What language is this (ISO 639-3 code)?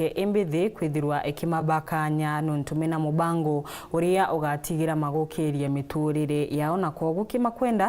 mer